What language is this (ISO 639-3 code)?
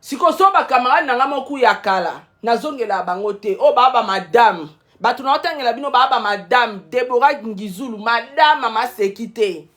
lin